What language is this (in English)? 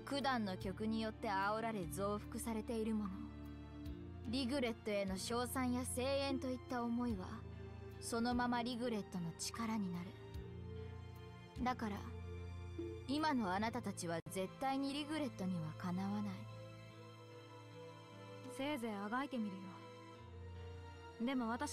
Japanese